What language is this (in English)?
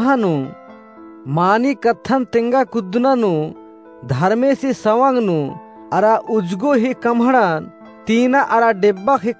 Kurukh